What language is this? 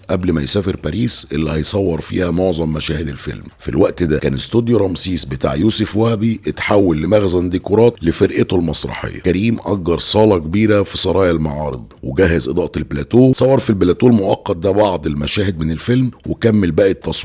Egyptian Arabic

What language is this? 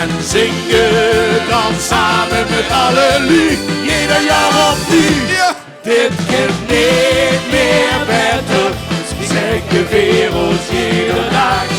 Limburgish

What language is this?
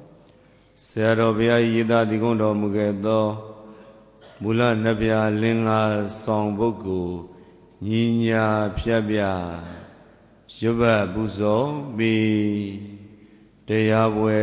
Burmese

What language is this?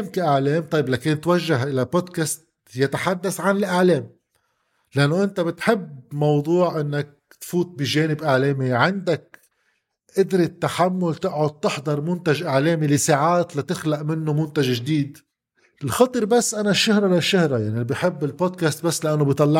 North Levantine Arabic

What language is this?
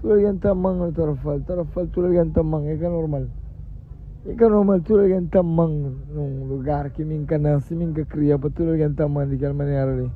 Kabuverdianu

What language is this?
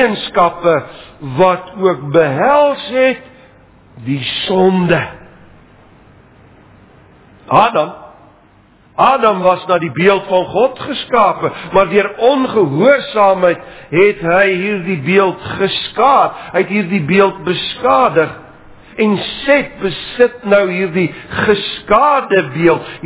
Afrikaans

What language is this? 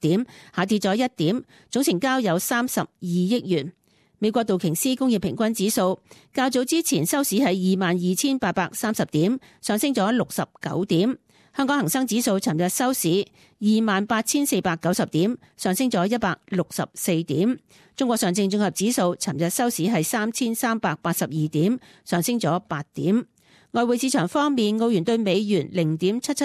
Cantonese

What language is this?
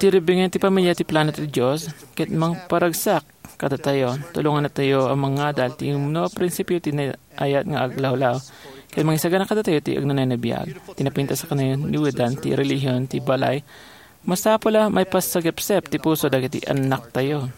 Iloko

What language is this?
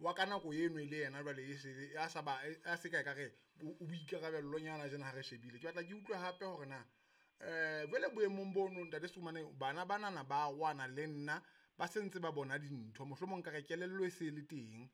Southern Sotho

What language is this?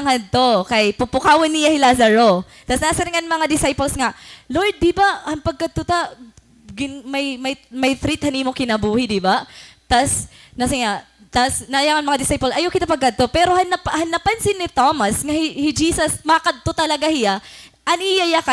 Waray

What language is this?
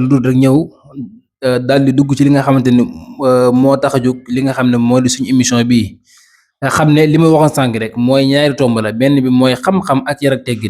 Wolof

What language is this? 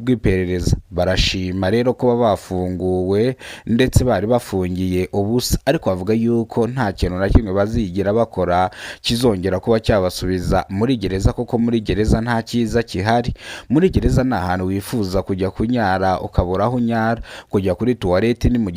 Kinyarwanda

